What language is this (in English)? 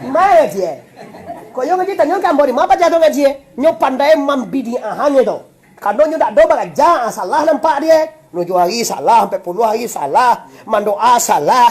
Minangkabau